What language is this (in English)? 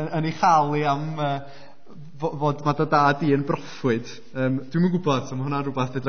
Welsh